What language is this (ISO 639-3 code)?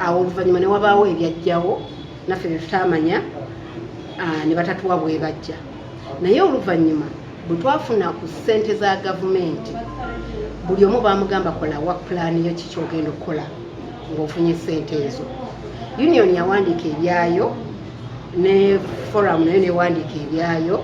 lug